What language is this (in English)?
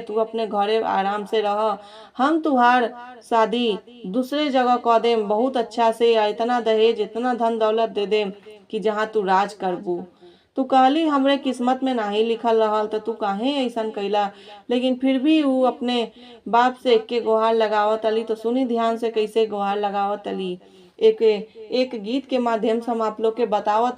Bhojpuri